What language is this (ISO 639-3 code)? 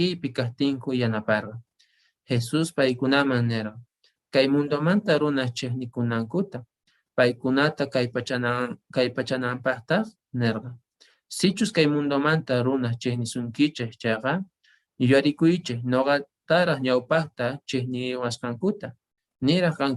que